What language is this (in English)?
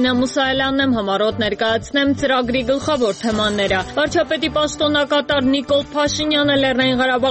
Armenian